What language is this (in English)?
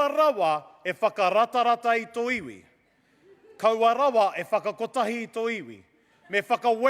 Māori